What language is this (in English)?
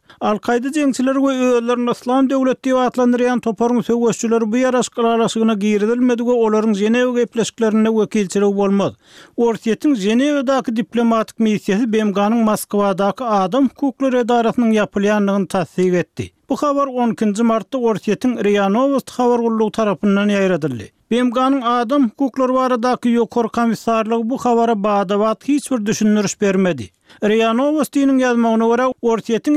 Turkmen